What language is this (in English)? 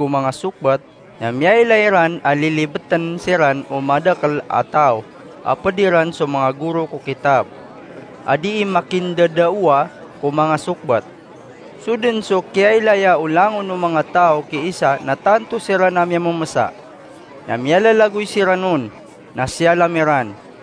Maranao